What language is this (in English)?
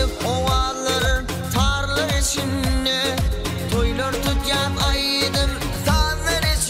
Turkmen